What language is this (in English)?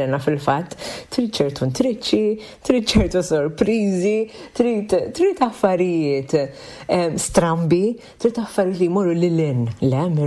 Maltese